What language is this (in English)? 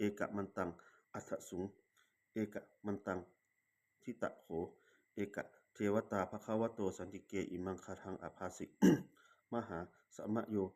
Pali